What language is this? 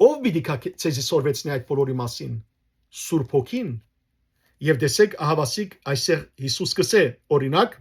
Western Armenian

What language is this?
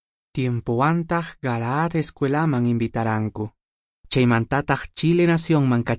Quechua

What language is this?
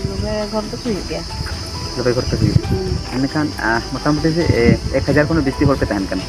Santali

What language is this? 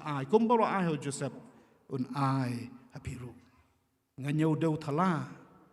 Khasi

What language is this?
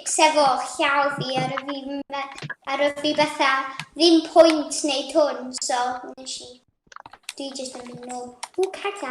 Welsh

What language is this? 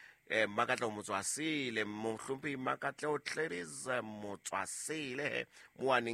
Southern Sotho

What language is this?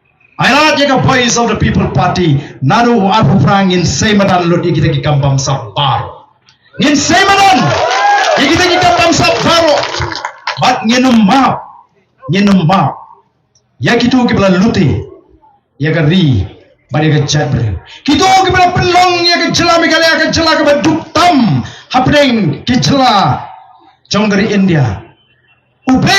Khasi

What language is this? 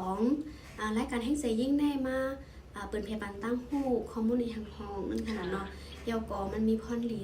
Shan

